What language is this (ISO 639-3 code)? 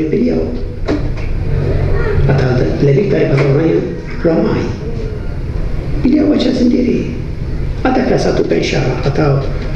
msa